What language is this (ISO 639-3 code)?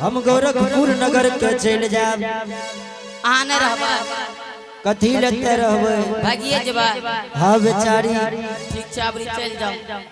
anp